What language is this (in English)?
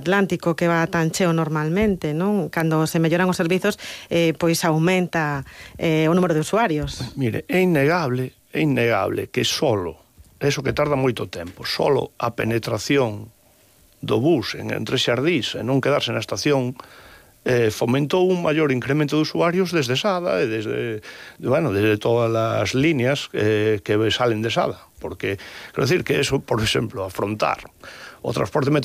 Galician